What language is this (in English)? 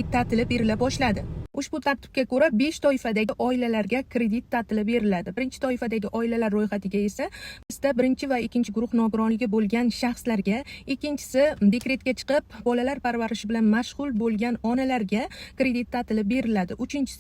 Uzbek